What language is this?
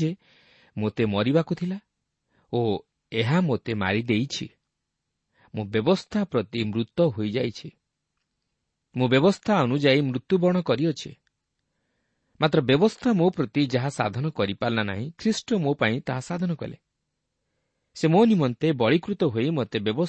Odia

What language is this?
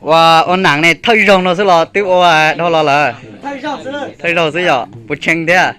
Hmong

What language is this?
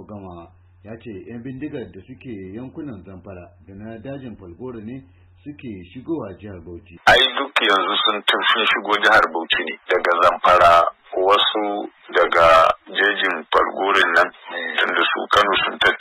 Hausa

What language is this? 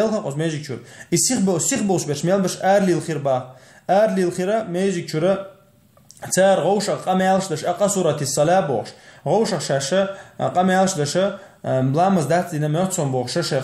Chechen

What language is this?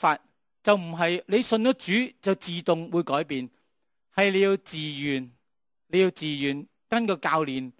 Cantonese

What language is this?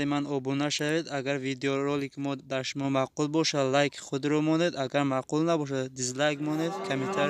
Tajik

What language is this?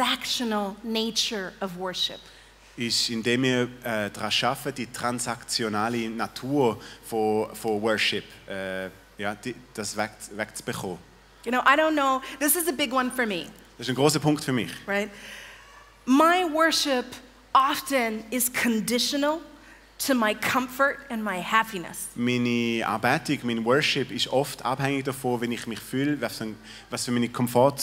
Swiss German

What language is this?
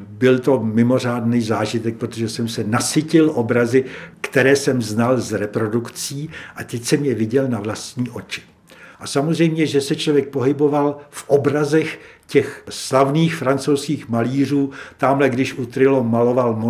Czech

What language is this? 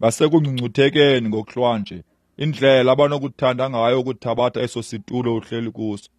Xhosa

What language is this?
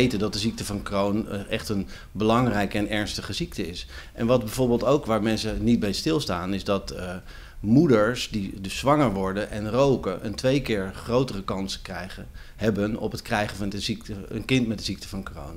Dutch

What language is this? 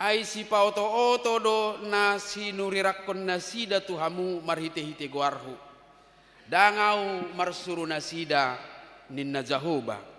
Batak Toba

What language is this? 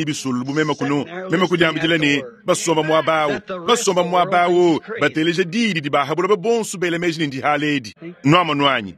Luba-Lulua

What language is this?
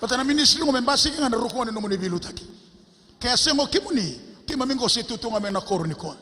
Fijian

